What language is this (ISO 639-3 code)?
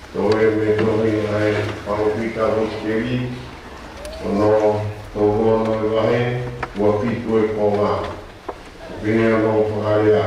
ton